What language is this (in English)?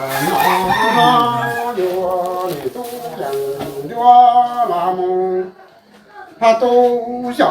Hmong